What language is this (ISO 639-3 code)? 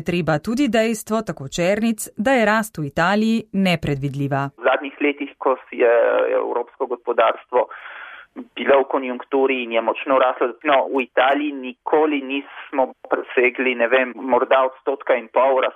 slv